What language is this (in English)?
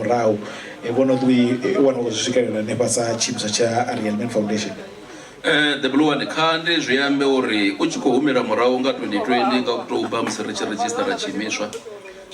Venda